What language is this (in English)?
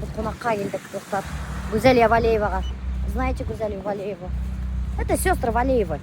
Bashkir